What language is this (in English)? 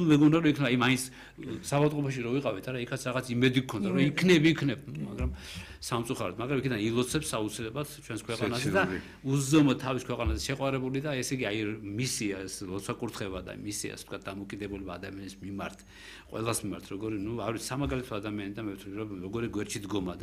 Georgian